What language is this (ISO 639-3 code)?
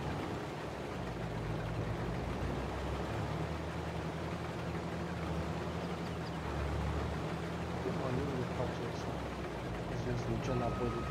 ron